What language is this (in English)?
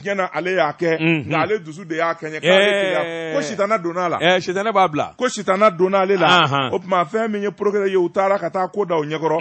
Bambara